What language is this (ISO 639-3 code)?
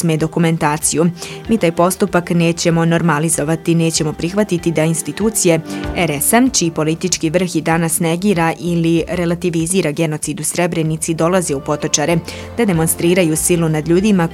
bos